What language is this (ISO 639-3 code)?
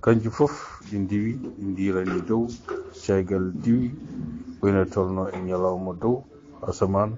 ful